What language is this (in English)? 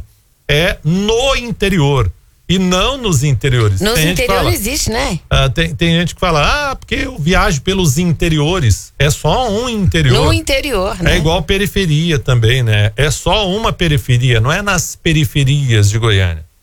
Portuguese